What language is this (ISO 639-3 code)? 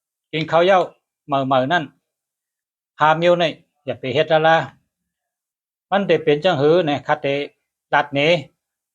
shn